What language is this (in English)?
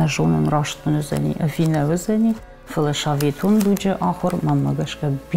Ossetic